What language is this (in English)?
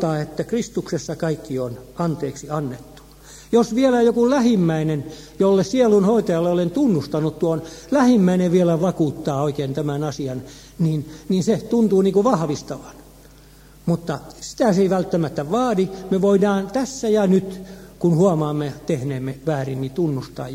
Finnish